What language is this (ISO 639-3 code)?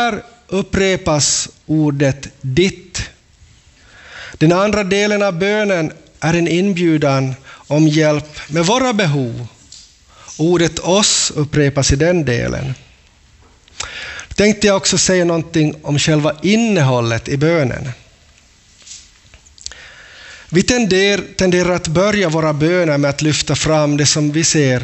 swe